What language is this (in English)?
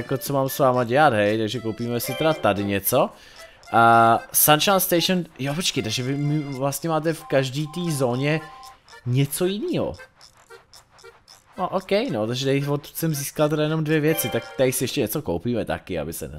Czech